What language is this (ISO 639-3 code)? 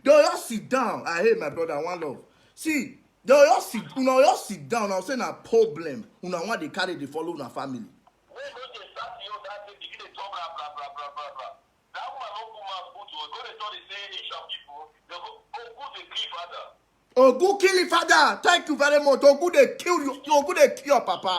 pcm